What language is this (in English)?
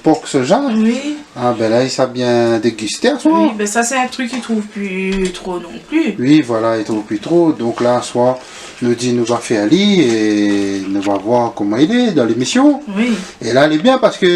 Réunion Creole French